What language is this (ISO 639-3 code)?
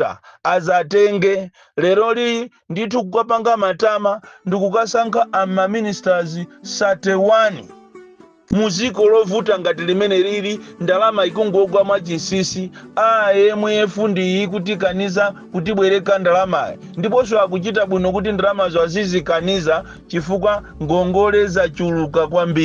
nya